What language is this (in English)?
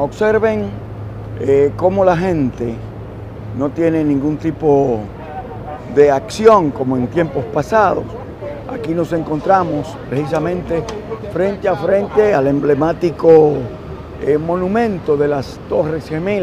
Spanish